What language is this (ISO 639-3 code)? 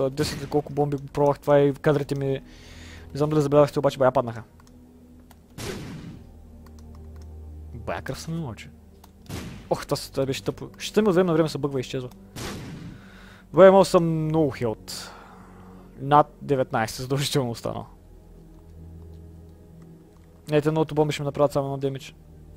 bul